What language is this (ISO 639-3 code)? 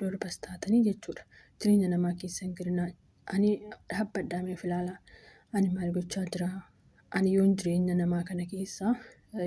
orm